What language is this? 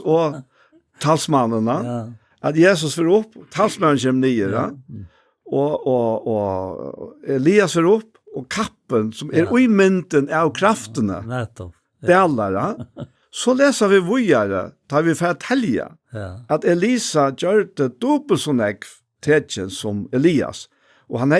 Faroese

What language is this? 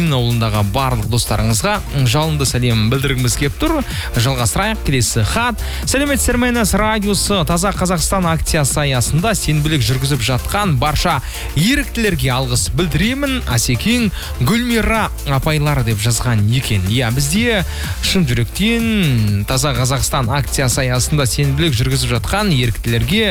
Kazakh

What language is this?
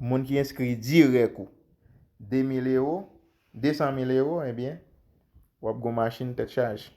Haitian Creole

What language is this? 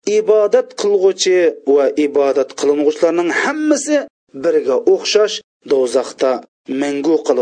Uyghur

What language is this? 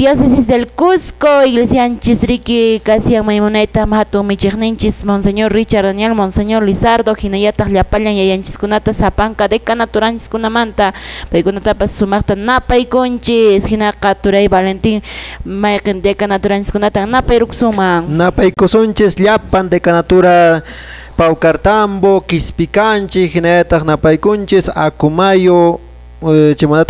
Quechua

